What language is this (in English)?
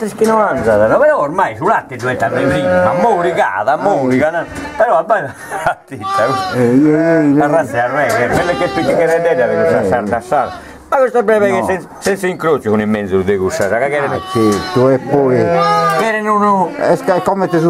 Sardinian